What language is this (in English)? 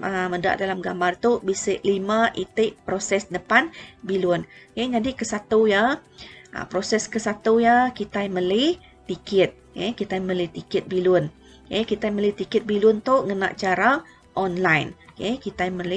Iban